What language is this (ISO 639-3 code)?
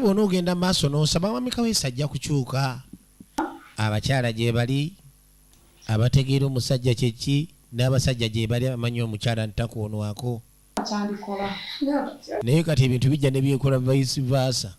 lug